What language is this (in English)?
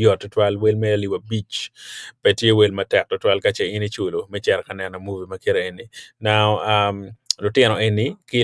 Acoli